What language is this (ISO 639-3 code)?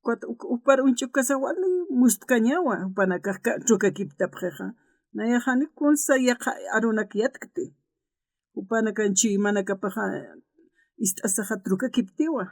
aym